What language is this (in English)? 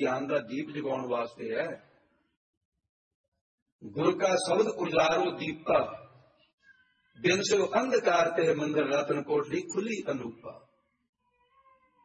Punjabi